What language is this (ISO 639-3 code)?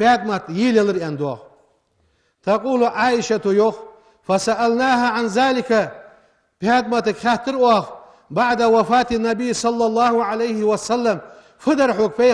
inh